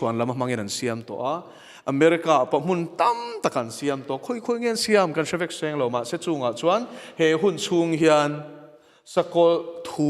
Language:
Mizo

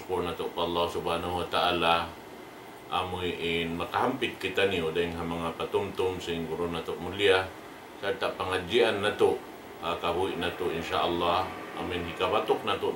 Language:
Tausug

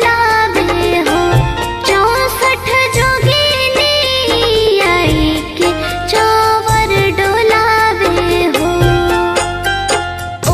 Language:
Bhojpuri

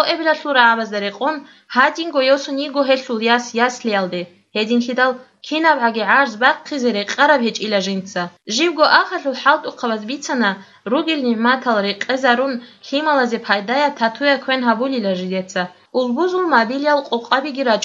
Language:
Avaric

